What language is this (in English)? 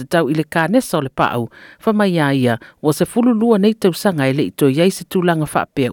Samoan